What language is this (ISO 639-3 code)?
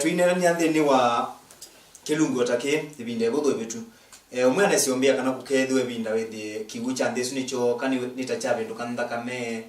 kam